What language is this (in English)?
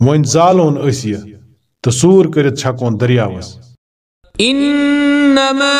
Kashmiri